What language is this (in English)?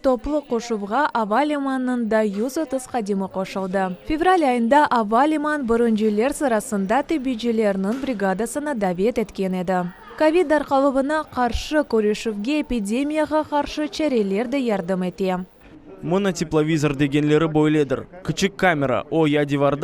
Crimean Tatar